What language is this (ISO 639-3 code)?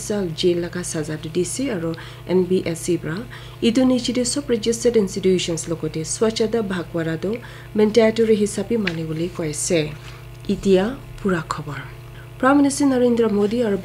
nag